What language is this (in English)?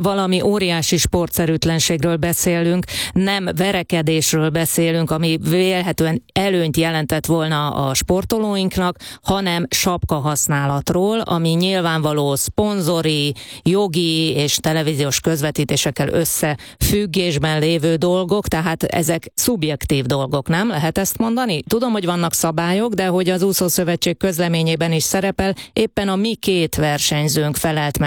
Hungarian